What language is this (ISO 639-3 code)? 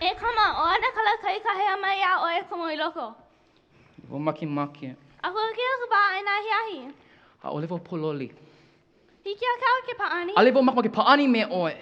haw